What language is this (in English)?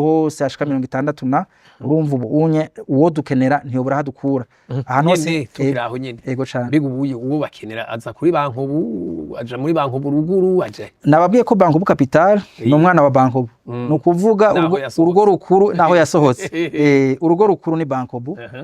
Rundi